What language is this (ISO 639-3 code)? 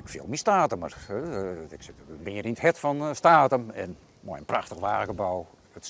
fry